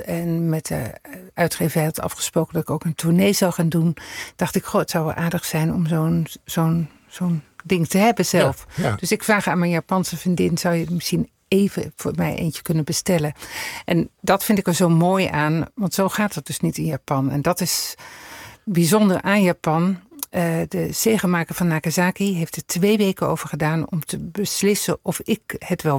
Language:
Dutch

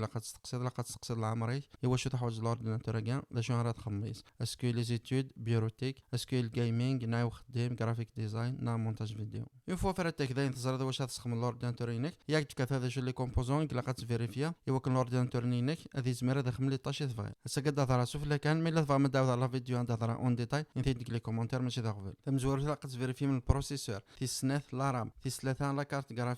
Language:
Kabyle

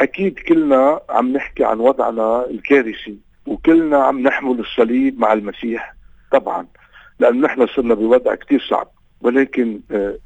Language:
North Levantine Arabic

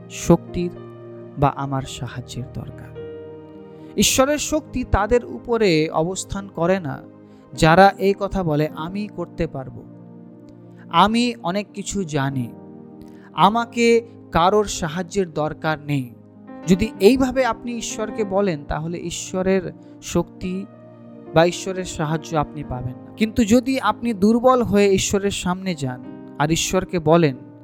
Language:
Bangla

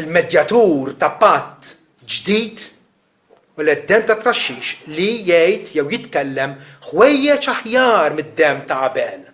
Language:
Maltese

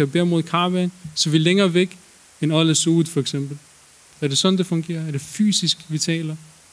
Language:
Danish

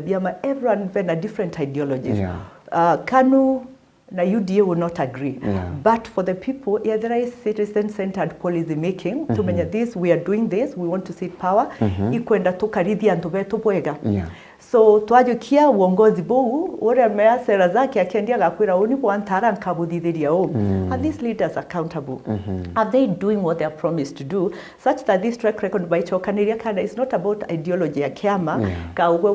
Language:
Meru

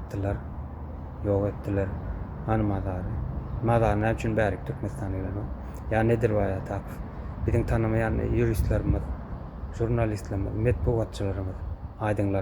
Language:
Turkmen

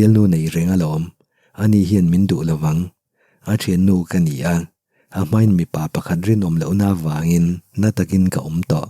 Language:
Mizo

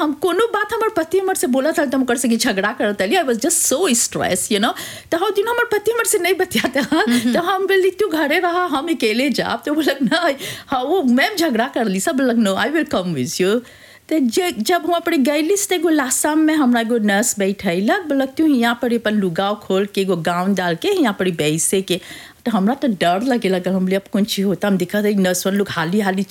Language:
Bhojpuri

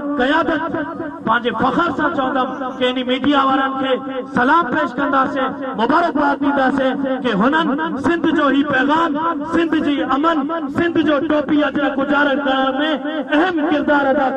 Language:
Sindhi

